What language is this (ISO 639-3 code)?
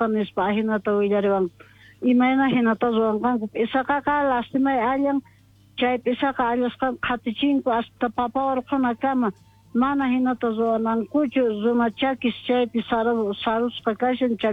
que